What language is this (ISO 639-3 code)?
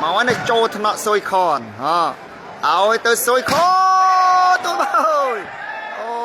khm